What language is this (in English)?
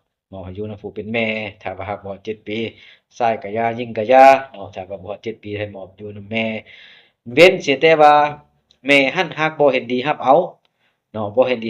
Lao